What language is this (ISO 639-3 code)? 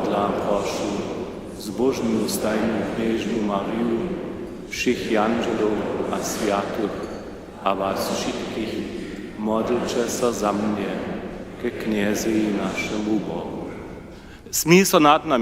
hsb